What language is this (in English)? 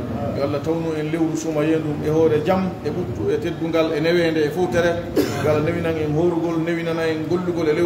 Fula